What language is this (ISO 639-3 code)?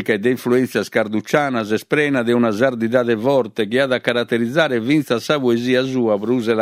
srd